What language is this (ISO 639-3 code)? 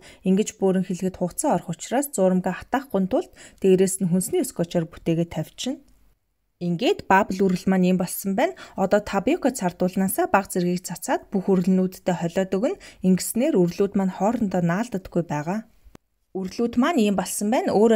mon